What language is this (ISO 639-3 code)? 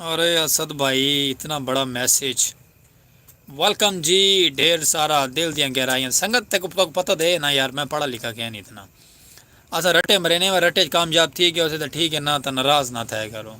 skr